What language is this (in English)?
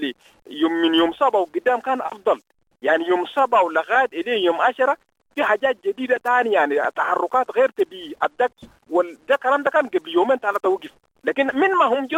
Sudanese Arabic